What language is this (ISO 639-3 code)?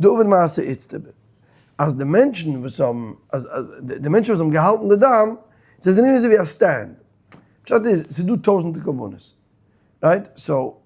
yid